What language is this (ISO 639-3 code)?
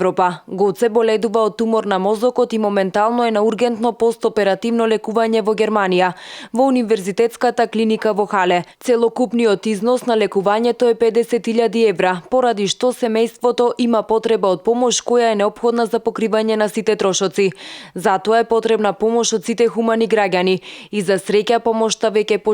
mkd